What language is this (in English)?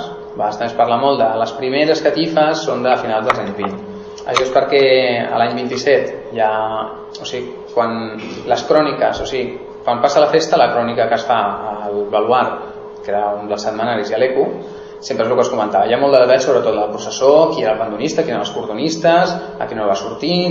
Catalan